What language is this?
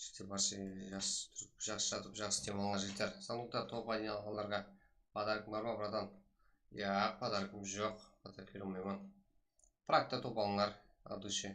Kara-Kalpak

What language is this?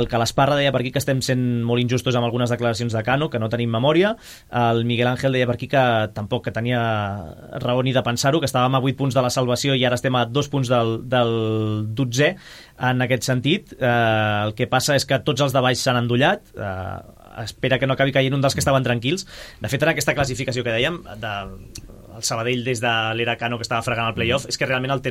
Catalan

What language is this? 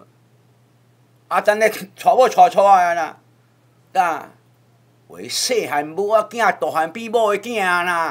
Min Nan Chinese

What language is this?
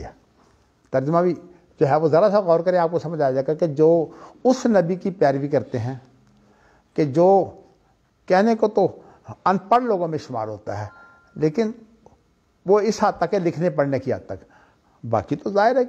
Urdu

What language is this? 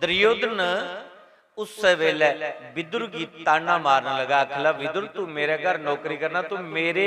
Dogri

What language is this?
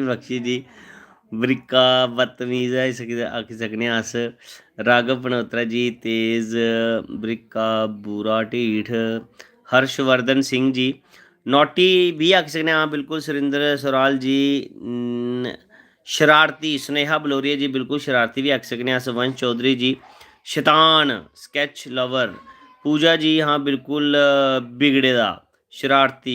Dogri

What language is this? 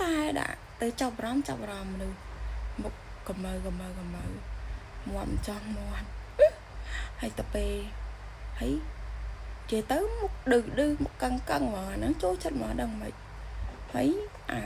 Khmer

